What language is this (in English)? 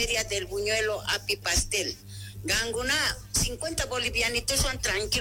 Quechua